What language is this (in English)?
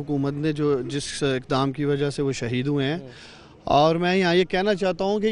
Urdu